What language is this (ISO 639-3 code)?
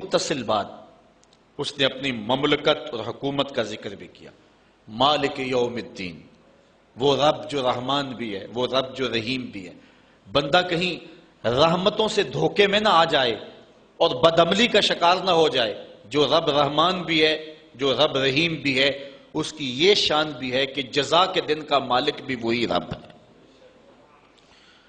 urd